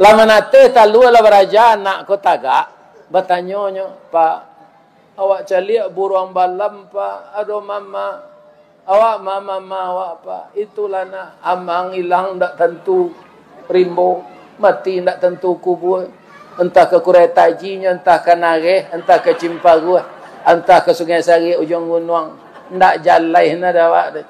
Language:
Minangkabau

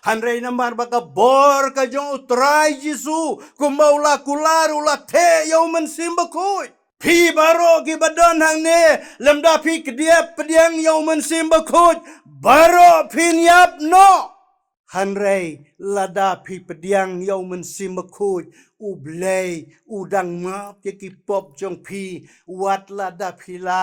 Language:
Khasi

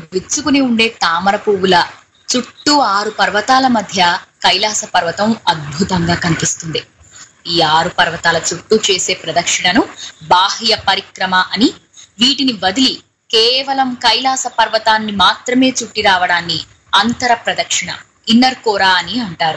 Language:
Telugu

